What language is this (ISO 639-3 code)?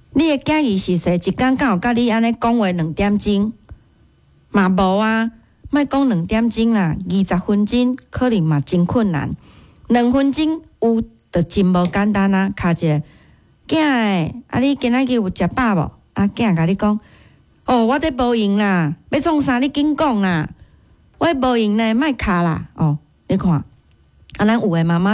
nan